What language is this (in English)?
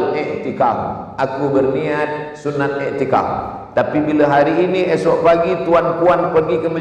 Malay